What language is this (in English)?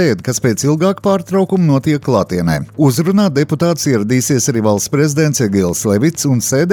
Latvian